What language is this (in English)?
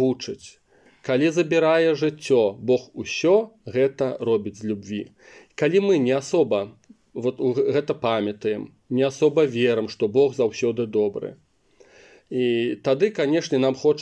Belarusian